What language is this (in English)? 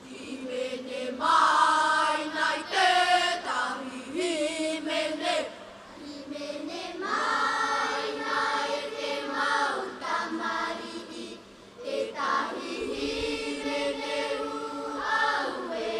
Tahitian